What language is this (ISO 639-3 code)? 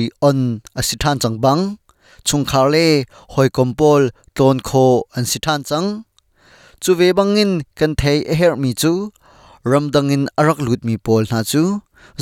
cnh